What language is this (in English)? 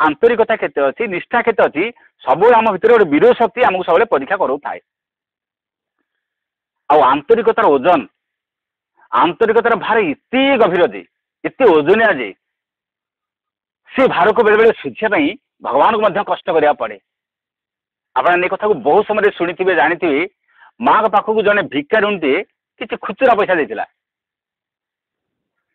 Odia